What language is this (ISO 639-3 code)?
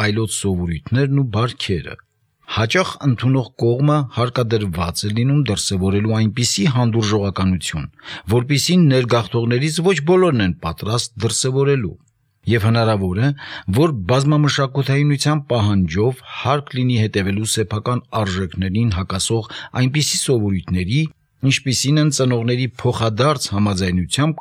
hye